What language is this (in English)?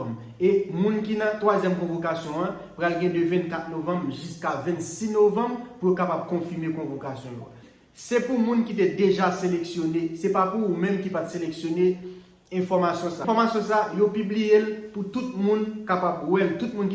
Haitian Creole